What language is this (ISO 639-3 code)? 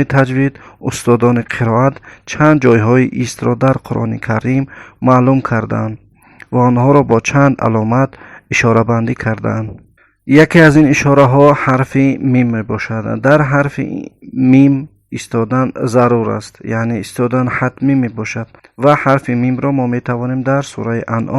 tgk